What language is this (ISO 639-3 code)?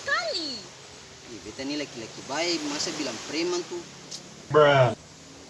abs